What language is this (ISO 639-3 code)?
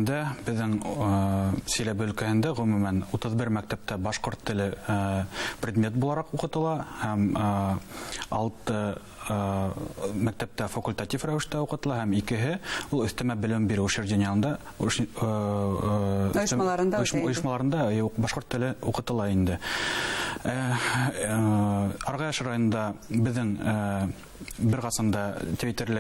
bak